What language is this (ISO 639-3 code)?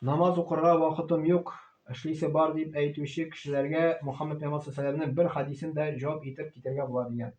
tat